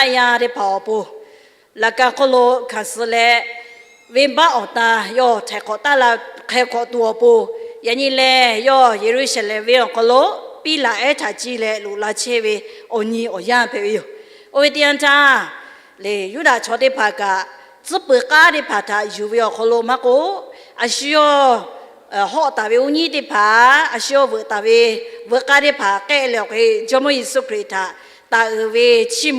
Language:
Lahu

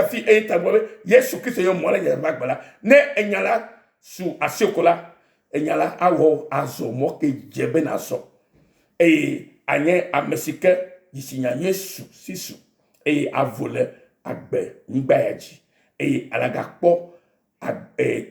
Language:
Ewe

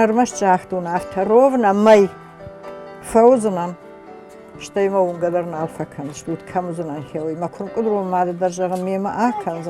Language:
Ossetic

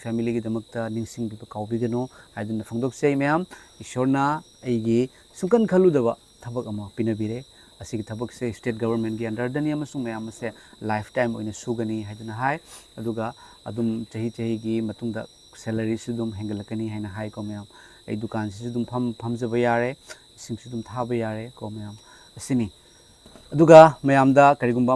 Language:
Manipuri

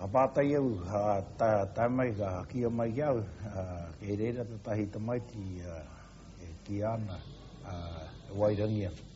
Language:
Māori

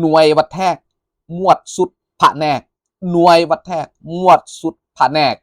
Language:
Lao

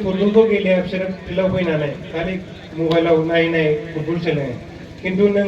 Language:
Bodo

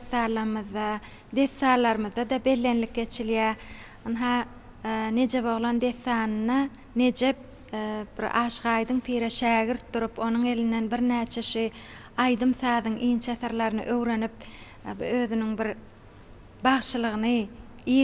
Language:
Turkmen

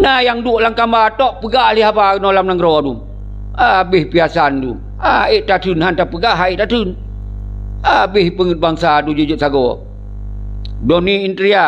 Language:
Achinese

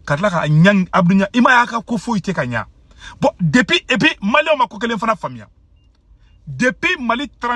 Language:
Bambara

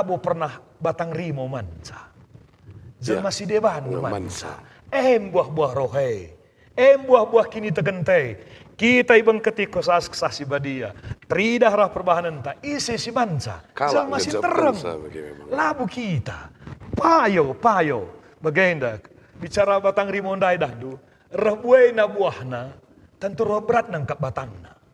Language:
Batak Karo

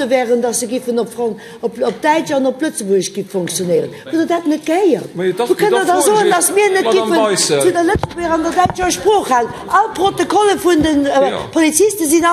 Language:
Luxembourgish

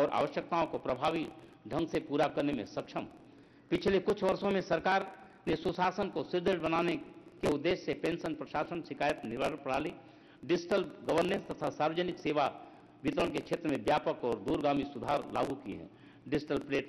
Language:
Hindi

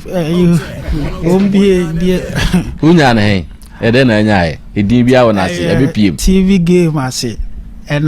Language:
Akan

